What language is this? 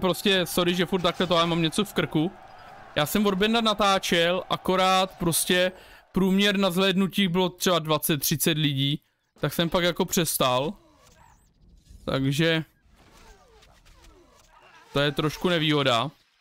Czech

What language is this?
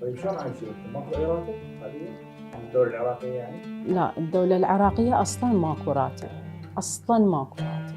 Mesopotamian Arabic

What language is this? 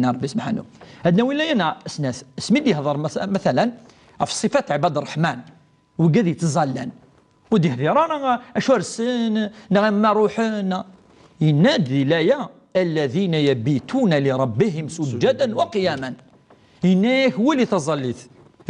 Kabyle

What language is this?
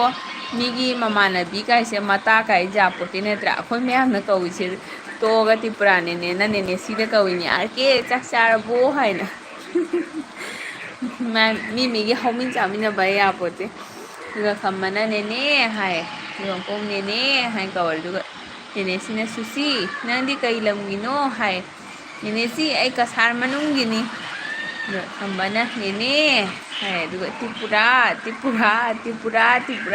Manipuri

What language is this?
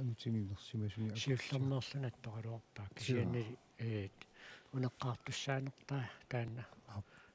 Kalaallisut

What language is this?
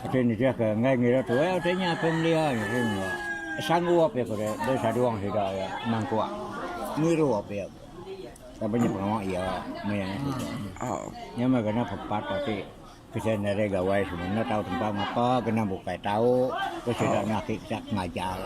Iban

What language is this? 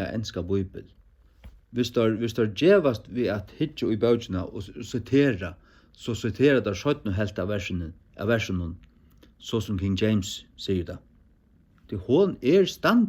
Faroese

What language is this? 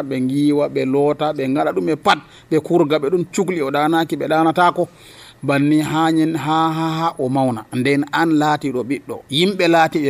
Nigerian Fulfulde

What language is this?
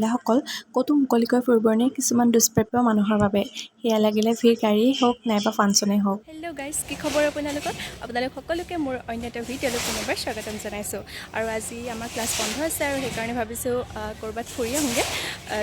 Assamese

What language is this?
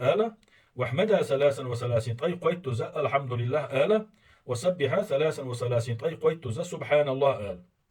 Chechen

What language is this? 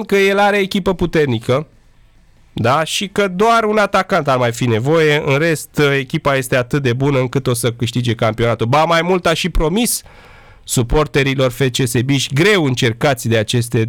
Romanian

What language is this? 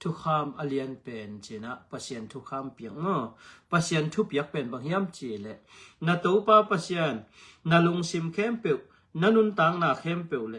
Tedim Chin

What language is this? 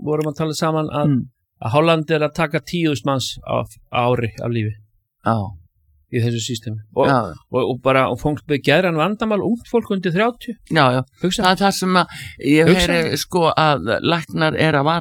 Icelandic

